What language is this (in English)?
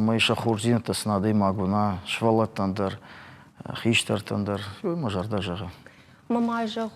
Ossetic